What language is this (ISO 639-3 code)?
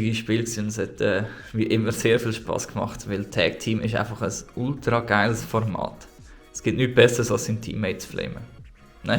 gsw